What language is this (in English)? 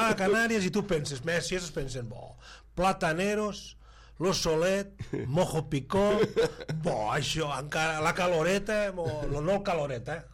Catalan